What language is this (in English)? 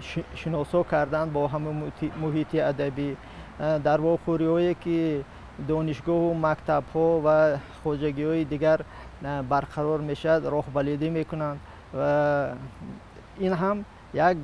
Tajik